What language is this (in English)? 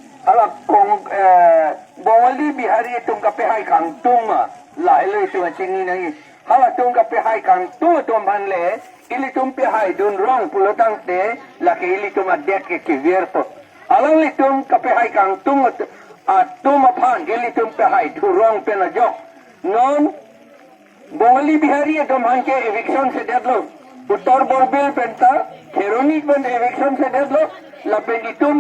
Karbi